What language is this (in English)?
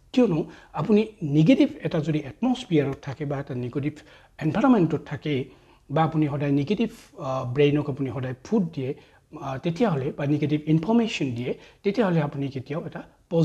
Assamese